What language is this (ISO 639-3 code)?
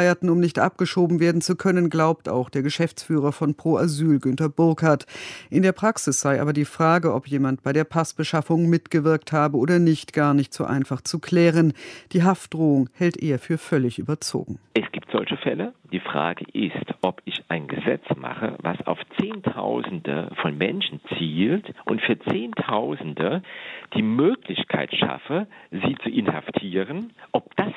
deu